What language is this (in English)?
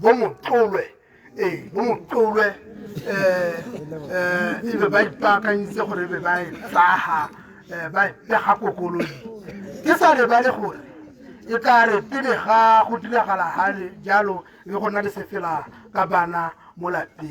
Tswana